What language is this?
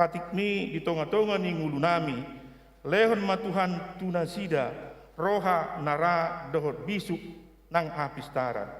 Batak Toba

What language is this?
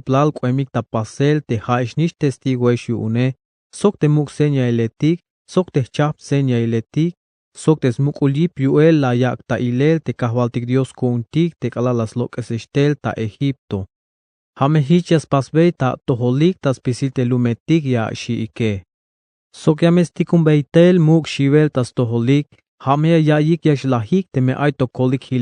Tzeltal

